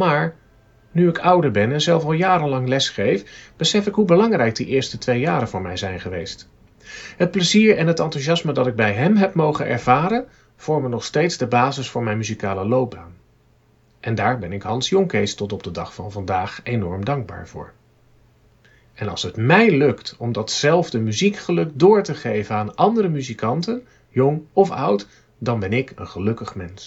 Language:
Dutch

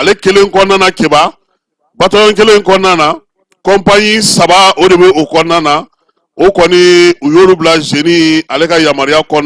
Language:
Bambara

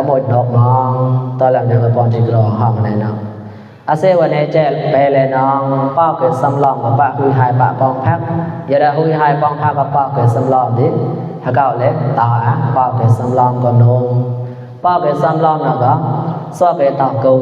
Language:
Mon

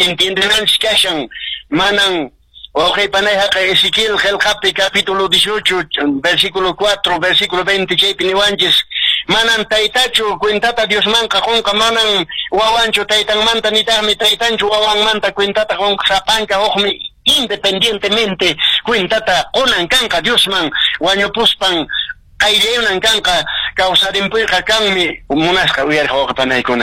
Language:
Quechua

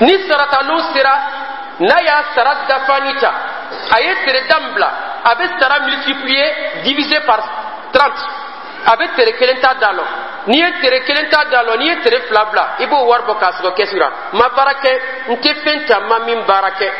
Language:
Dyula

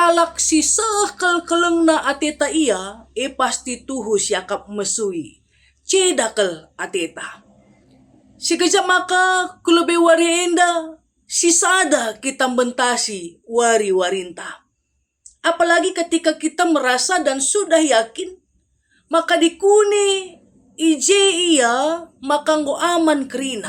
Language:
Batak Karo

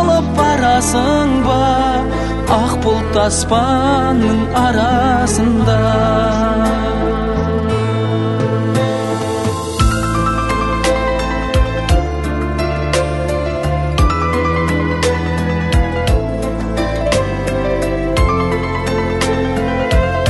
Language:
Kazakh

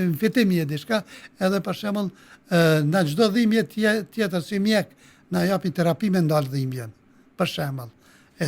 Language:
Albanian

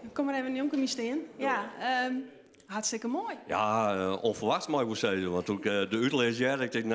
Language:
Western Frisian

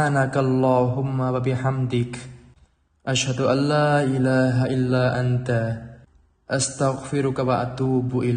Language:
Khmer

